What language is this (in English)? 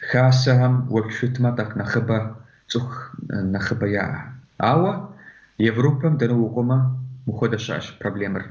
Kabardian